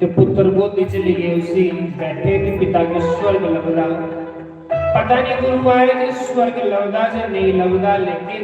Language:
Dogri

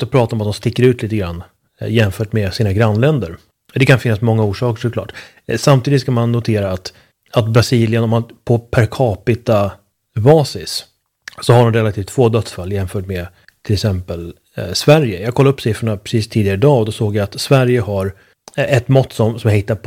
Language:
Swedish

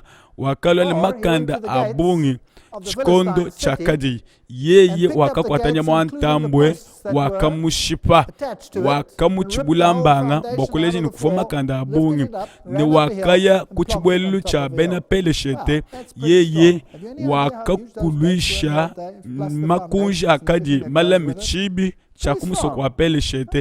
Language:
Luba-Lulua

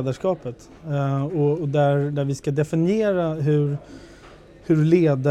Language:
Swedish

